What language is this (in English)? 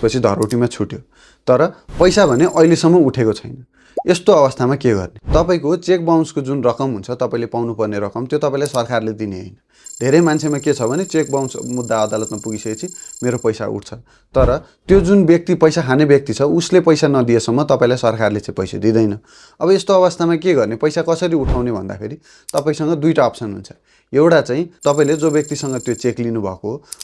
Nepali